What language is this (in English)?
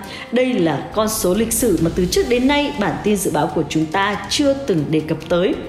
Vietnamese